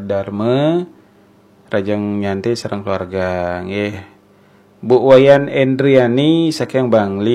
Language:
Balinese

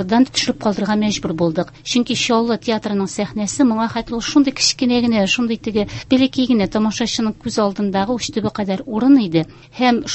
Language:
Tatar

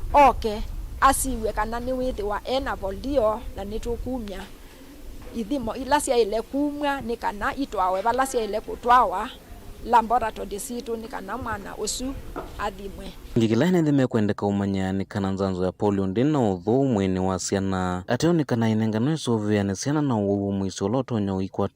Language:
Kamba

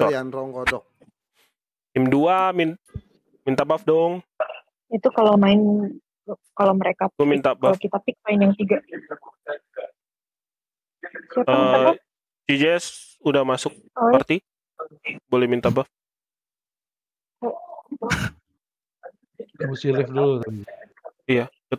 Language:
Indonesian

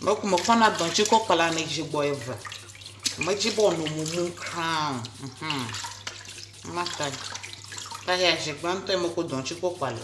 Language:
Ewe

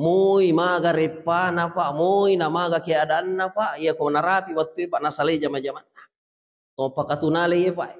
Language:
Buginese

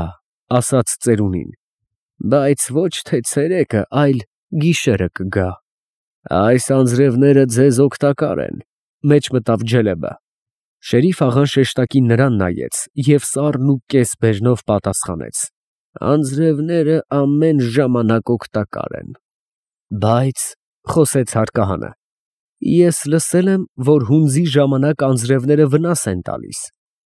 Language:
Armenian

